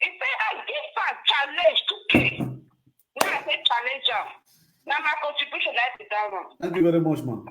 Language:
Nigerian Pidgin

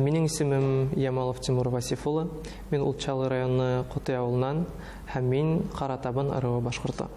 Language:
Bashkir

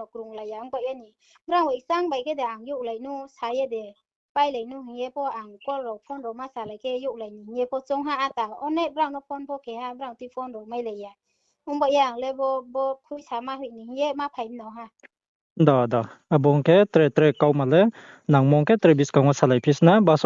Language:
Riang (India)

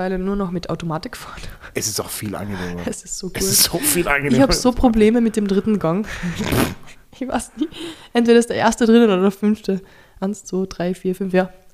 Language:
German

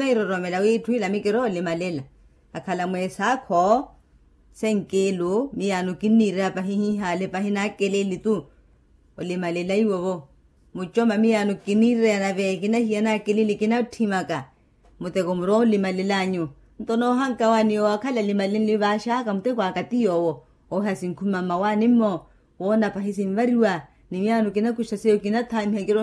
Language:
Makhuwa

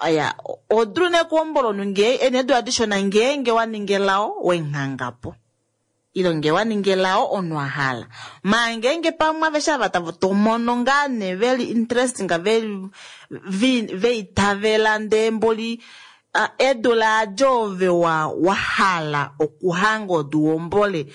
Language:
Kuanyama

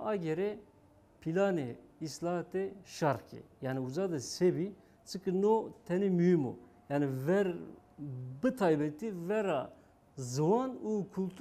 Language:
Zaza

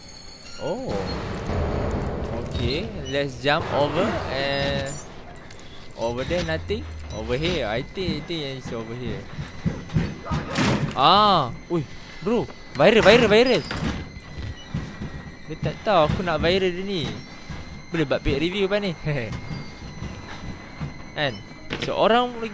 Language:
Malay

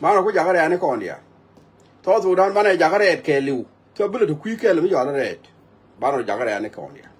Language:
Nuer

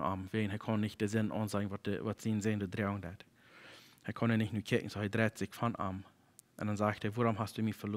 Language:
Plautdietsch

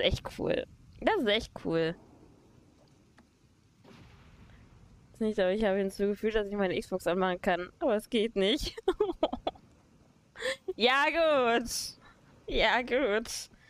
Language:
German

